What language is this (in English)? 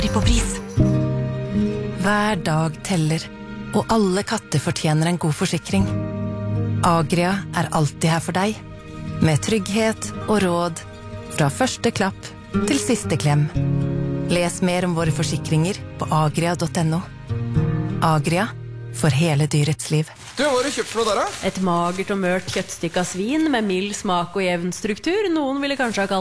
Norwegian